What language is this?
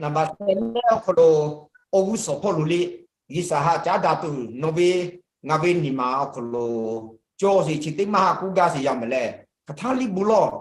Lahu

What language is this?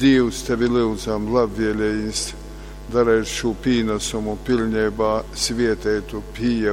Latgalian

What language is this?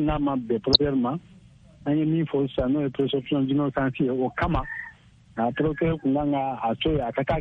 Bambara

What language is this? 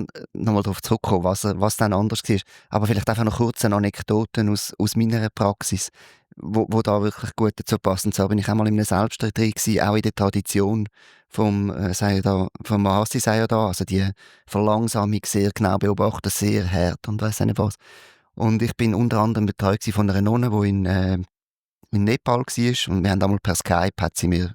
Swiss German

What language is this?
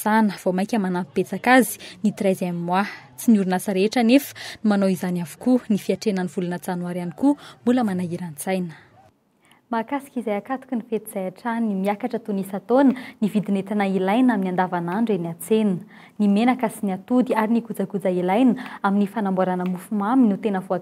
Malagasy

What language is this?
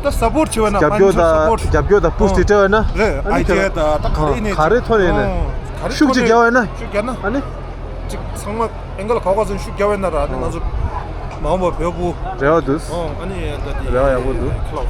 Tibetan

